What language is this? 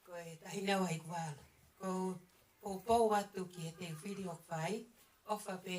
Tongan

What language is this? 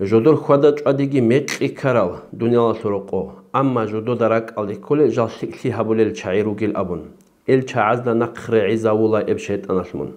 Avaric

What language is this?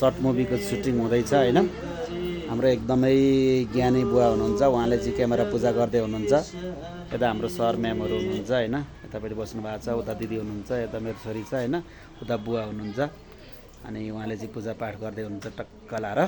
Nepali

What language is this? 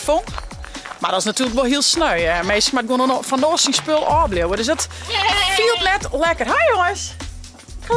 Western Frisian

